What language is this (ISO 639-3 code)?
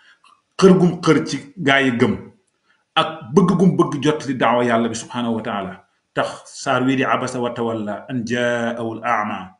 wol